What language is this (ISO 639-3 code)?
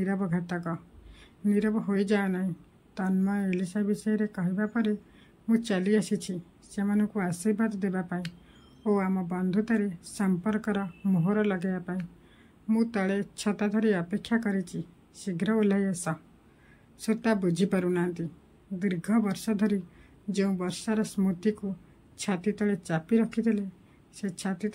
ori